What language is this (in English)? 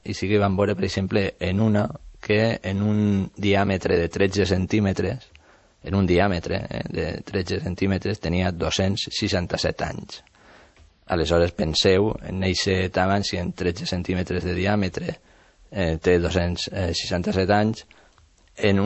Catalan